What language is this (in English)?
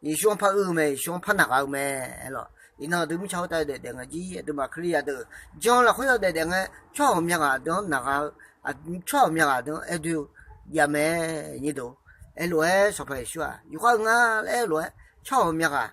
Akha